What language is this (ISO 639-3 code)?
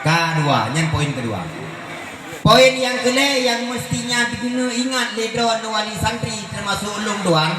ace